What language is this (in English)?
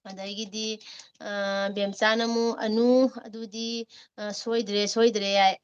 Manipuri